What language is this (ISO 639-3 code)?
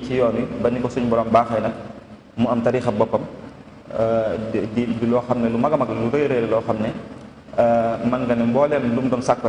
wol